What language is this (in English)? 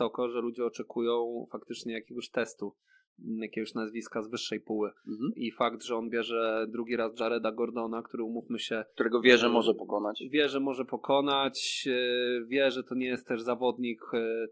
Polish